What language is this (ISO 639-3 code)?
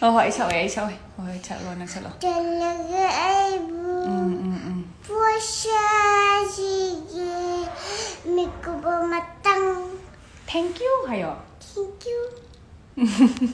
mni